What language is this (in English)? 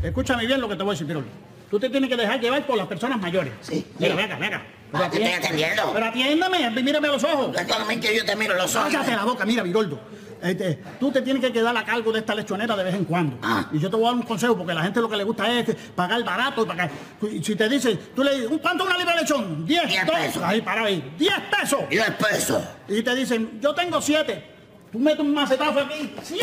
Spanish